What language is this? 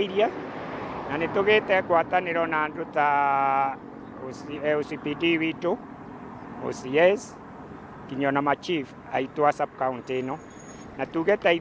Kikuyu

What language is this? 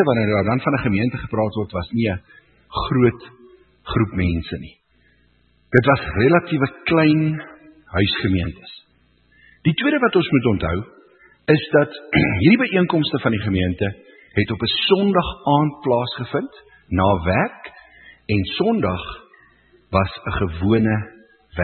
Afrikaans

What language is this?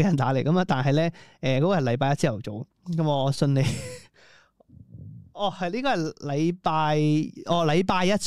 Cantonese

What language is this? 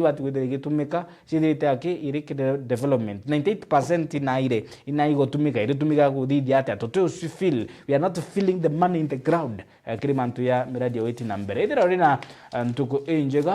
Meru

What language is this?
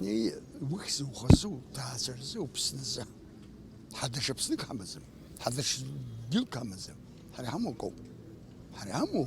Abkhazian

